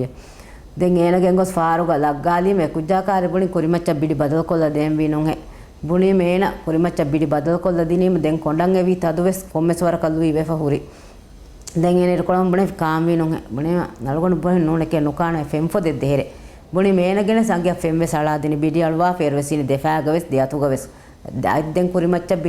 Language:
Divehi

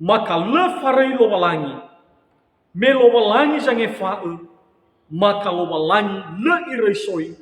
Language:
Nias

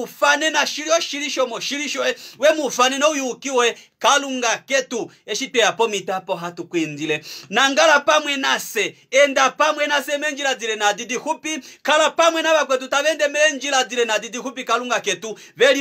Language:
Kuanyama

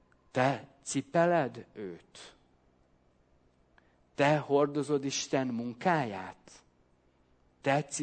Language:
Hungarian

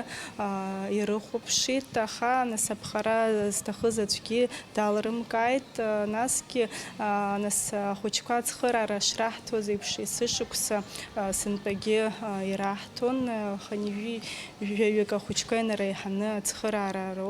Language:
Abkhazian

